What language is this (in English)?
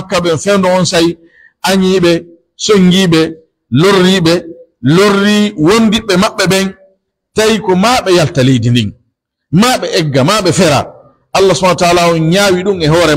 Pular